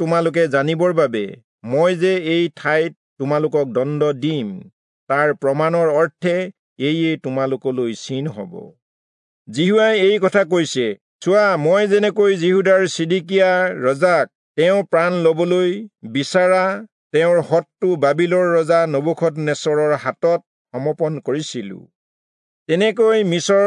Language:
Assamese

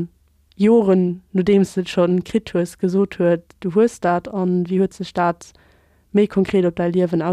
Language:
Luxembourgish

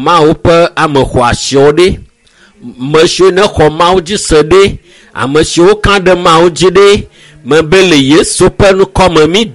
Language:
Ewe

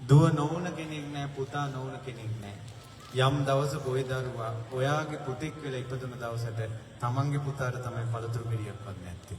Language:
Sinhala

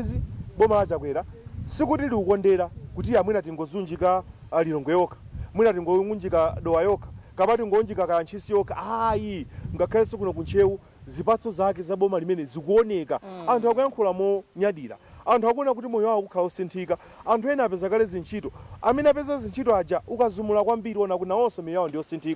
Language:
Nyanja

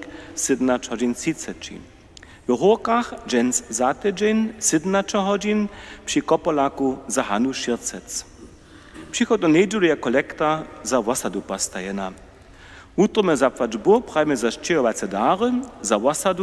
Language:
Upper Sorbian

